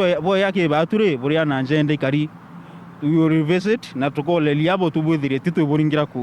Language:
Meru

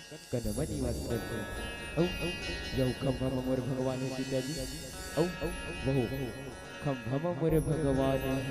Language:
Chhattisgarhi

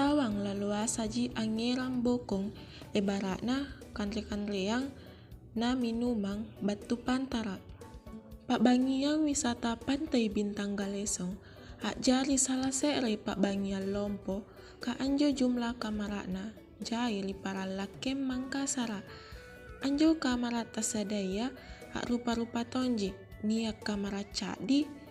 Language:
Makasar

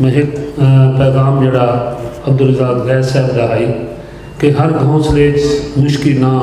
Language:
Saraiki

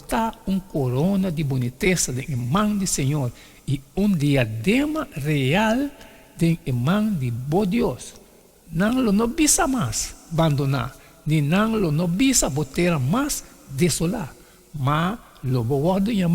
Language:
Papiamento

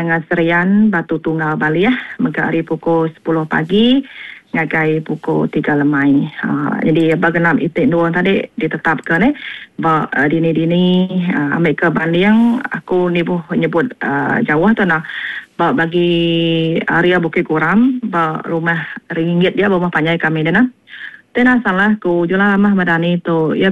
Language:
Iban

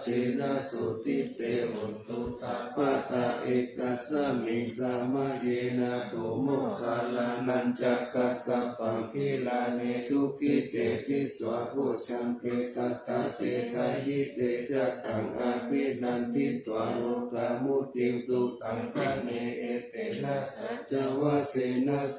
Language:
Pali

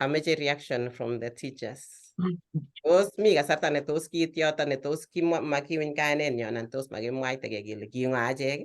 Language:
Kalenjin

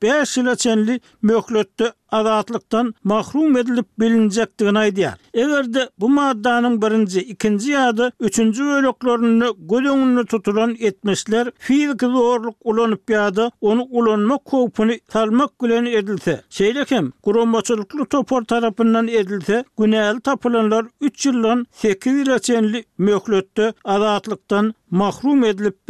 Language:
Turkmen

